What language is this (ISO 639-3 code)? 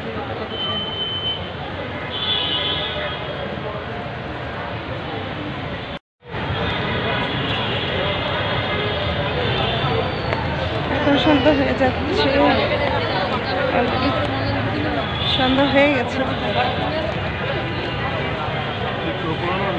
ben